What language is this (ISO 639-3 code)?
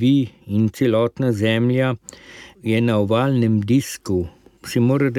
slv